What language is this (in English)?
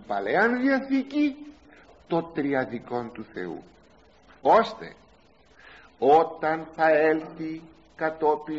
Greek